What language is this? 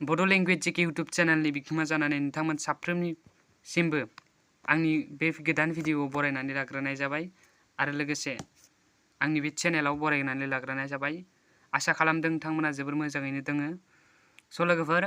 Bodo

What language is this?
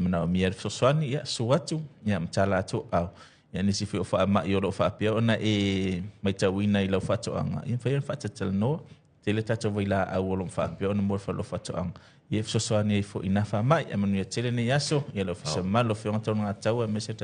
Samoan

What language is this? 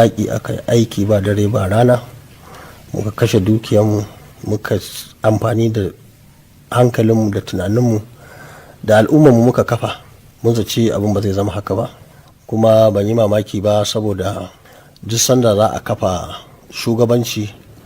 Hausa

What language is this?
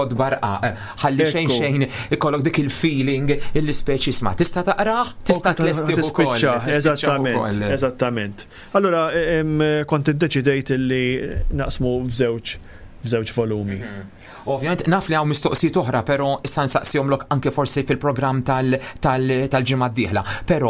Maltese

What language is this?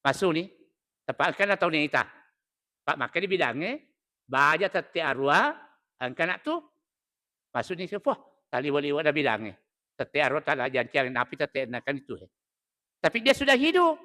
Buginese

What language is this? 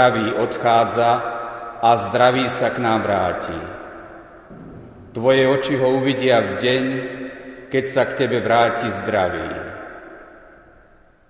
Slovak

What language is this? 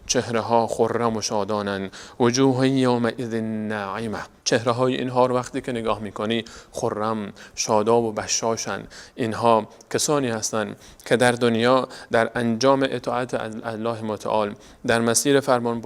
Persian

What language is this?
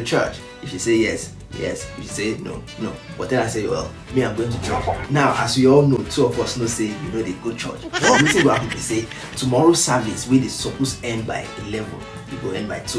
Nigerian Pidgin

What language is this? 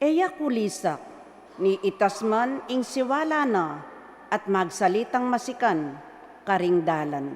Pampanga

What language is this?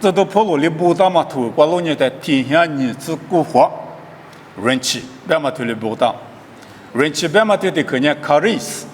Lisu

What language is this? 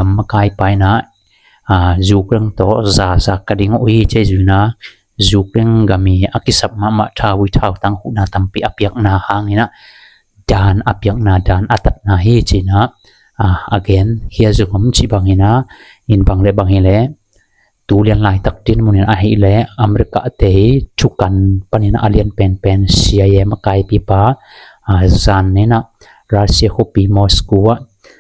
Tedim Chin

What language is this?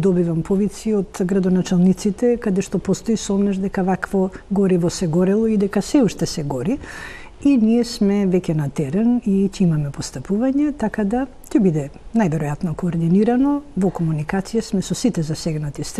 Macedonian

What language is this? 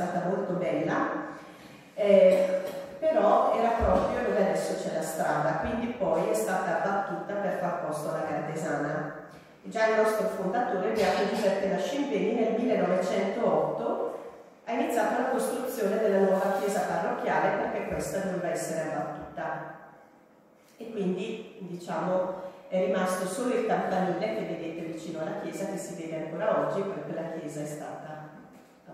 Italian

